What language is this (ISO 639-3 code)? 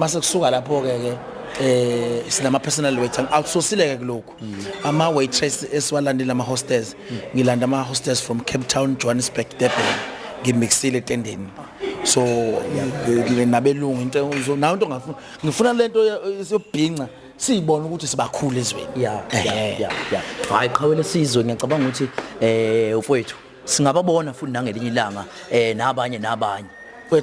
zul